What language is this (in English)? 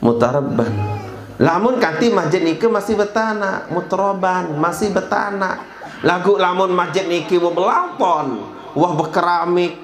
Sasak